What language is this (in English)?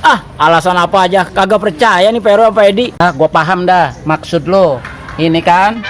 Betawi